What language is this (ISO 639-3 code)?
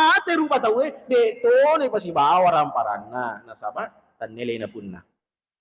bug